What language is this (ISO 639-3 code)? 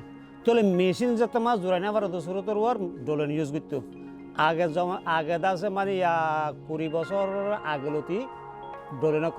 rhg